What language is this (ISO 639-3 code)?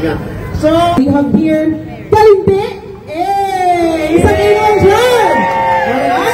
hil